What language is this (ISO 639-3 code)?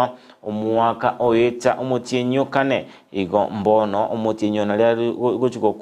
guz